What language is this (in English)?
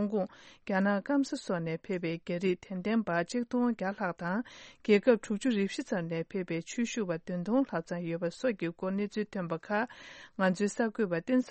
Tibetan